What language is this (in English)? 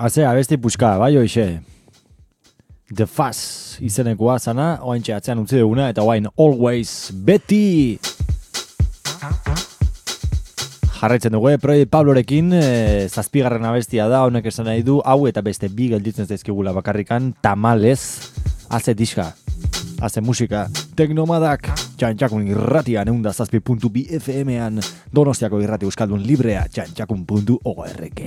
Basque